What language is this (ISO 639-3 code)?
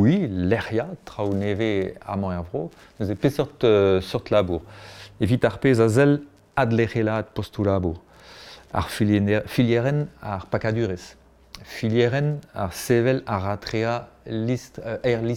bre